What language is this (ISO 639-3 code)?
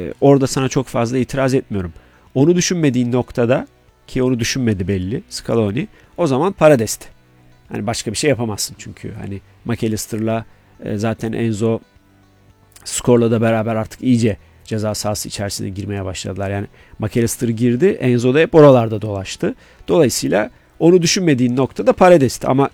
tur